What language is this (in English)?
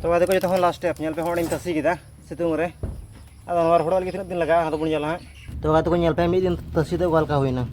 Santali